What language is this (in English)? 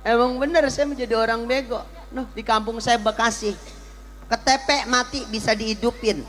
Betawi